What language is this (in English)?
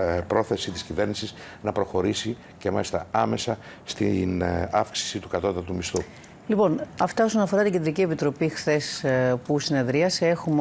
Greek